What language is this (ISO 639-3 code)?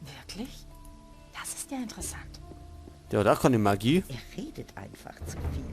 bar